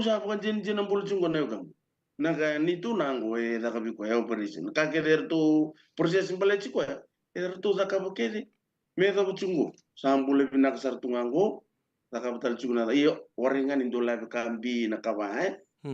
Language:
Fijian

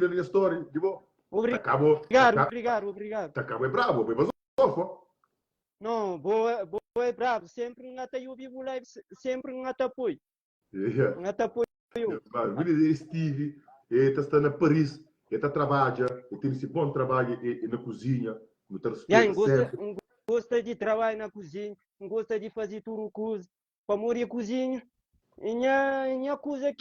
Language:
Kabuverdianu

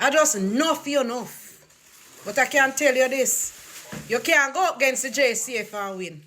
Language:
Jamaican Creole English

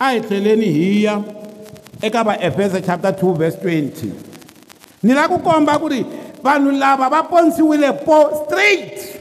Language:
Tsonga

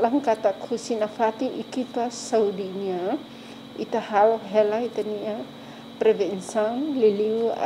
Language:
Tetum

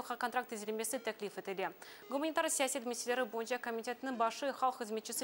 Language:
Crimean Tatar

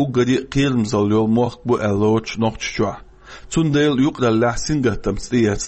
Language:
Chechen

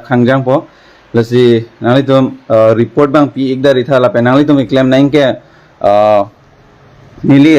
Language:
Karbi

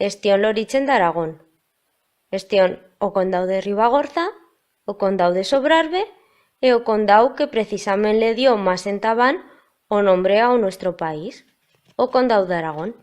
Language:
Aragonese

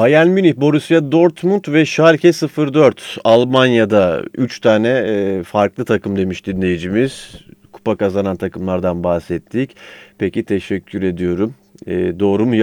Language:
Turkish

